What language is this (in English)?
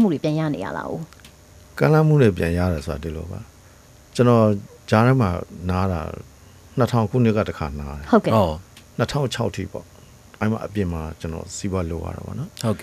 Burmese